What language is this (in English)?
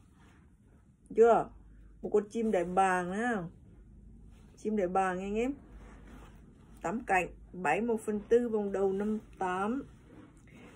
Vietnamese